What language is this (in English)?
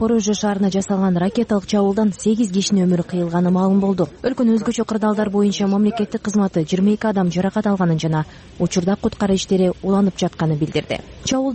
Kyrgyz